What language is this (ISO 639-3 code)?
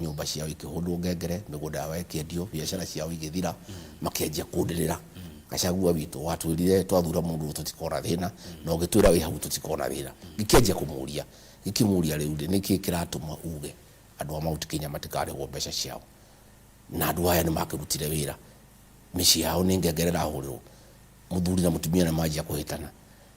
kik